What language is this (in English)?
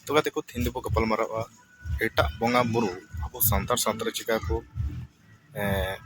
Santali